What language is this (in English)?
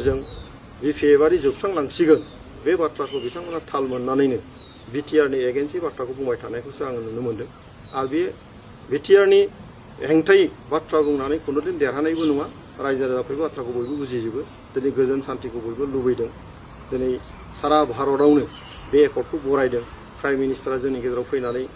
Bodo